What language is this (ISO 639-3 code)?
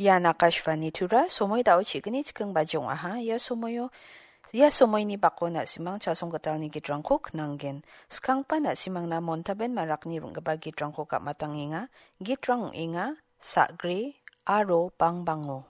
grt